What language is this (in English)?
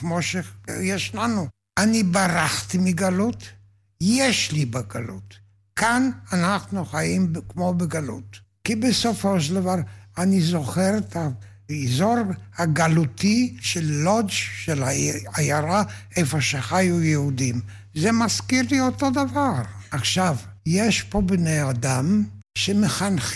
Hebrew